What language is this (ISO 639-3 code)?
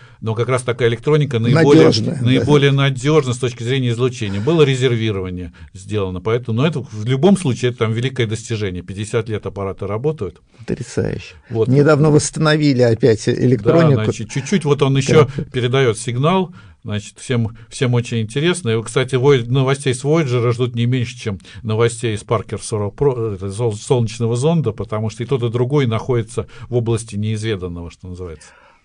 rus